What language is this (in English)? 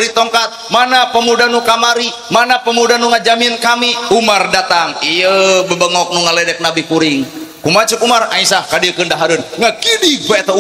Sundanese